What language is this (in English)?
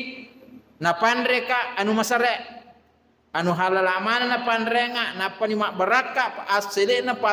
Buginese